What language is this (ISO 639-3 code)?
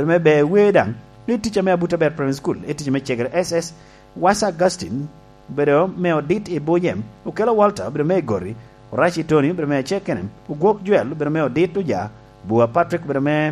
laj